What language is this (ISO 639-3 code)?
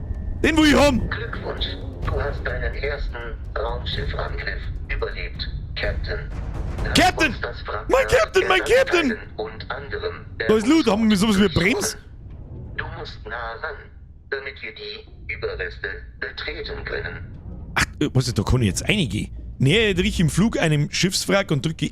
bar